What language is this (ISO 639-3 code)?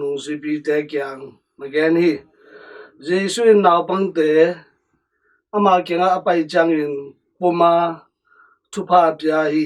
ctd